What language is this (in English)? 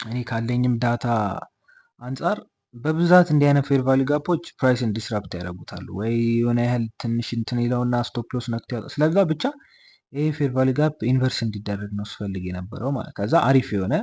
Amharic